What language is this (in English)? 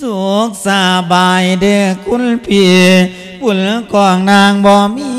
Lao